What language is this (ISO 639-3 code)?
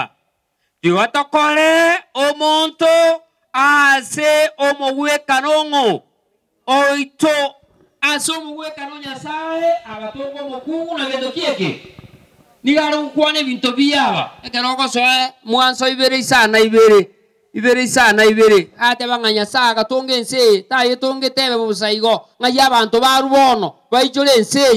guz